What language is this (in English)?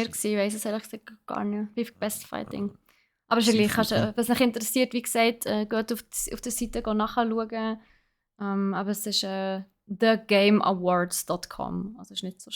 Swiss German